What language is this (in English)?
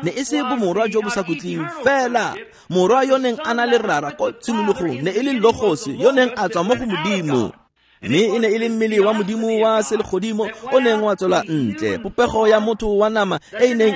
Tswana